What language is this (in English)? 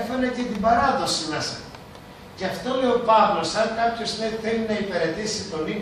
Greek